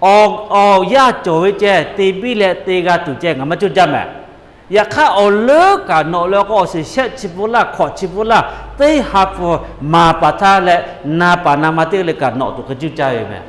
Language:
Lahu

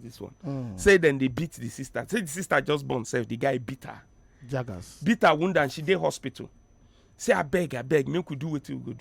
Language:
Nigerian Pidgin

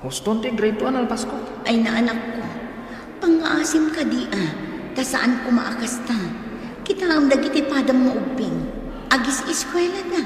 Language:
Iloko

